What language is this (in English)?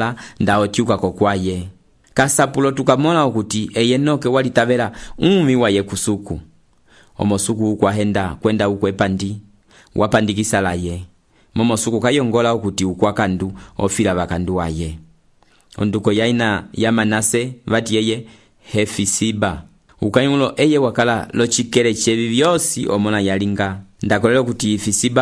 Umbundu